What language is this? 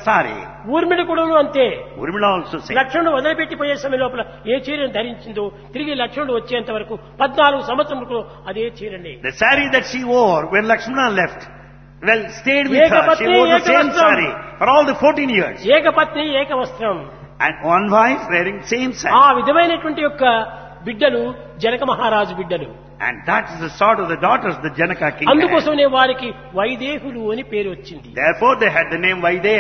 Telugu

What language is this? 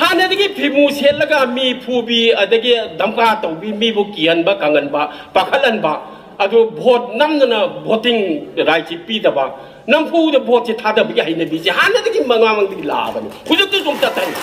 Manipuri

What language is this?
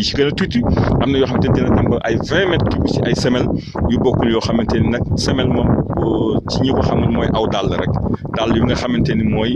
Wolof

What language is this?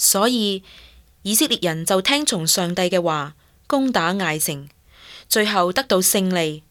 Cantonese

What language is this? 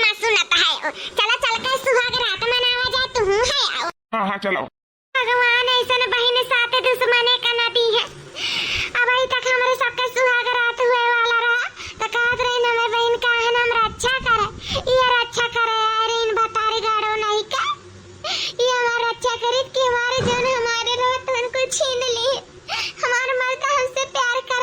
Awadhi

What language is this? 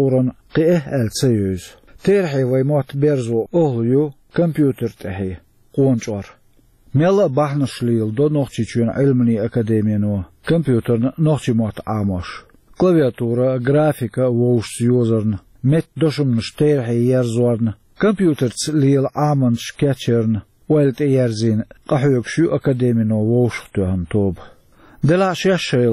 Chechen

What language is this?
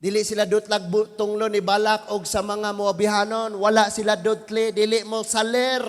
Cebuano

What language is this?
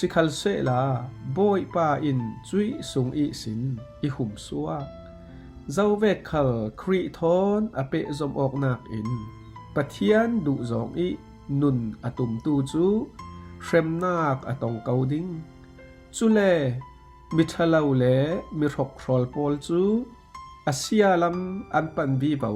Falam Chin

